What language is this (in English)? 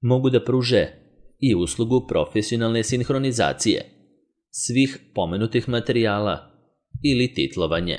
Serbian